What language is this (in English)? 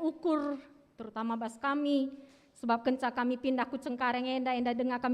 Batak Karo